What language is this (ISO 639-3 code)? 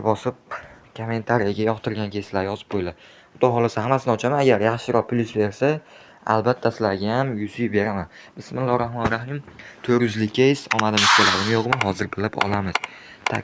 uzb